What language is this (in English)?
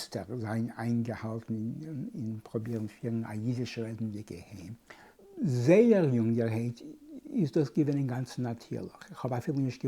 Yiddish